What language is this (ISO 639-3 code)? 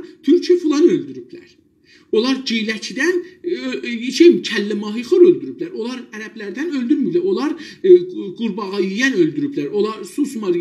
azb